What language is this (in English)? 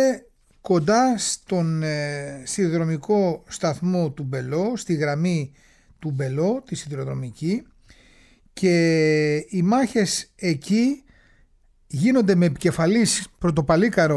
Greek